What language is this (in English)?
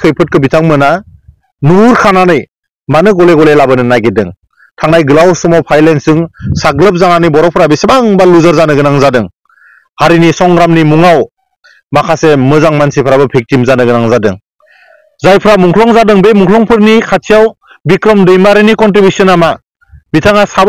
Bodo